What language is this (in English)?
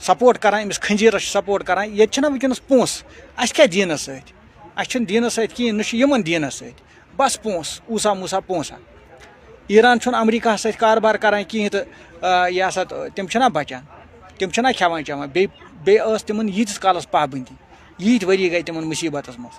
Kashmiri